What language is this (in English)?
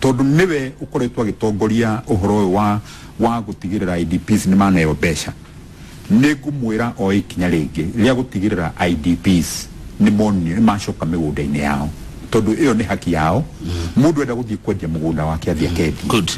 Kikuyu